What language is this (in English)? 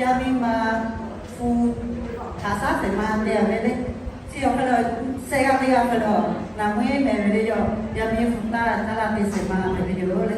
Lahu